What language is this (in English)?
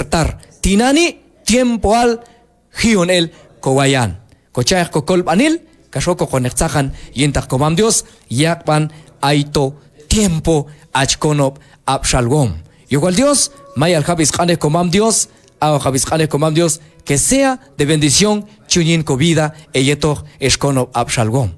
Q'anjob'al